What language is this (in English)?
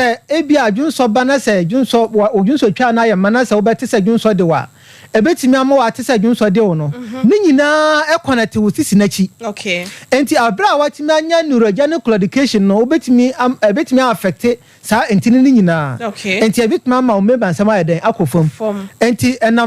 Akan